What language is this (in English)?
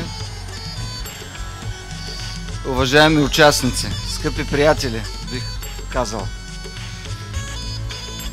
Bulgarian